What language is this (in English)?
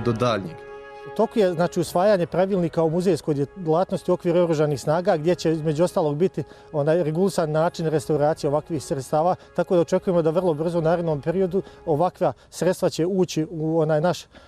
Bosnian